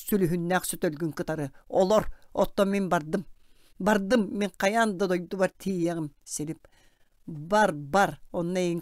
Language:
Yakut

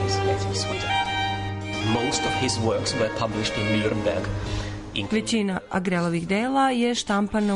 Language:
Serbian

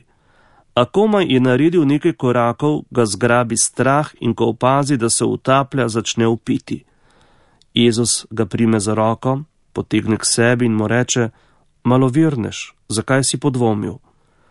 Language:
Slovenian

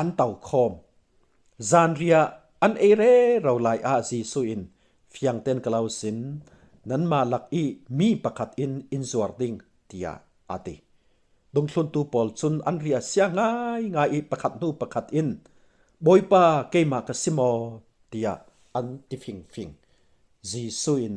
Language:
Falam Chin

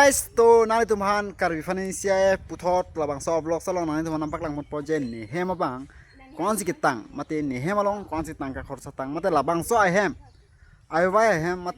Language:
Karbi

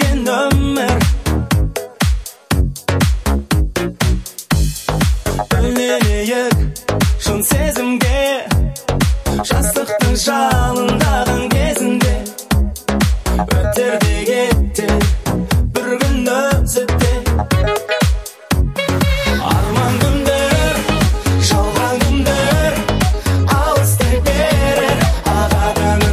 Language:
Kazakh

